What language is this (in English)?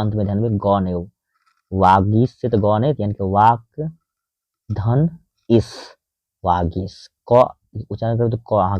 Maithili